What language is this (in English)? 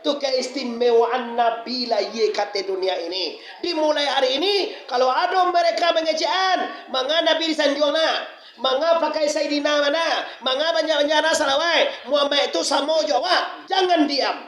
Minangkabau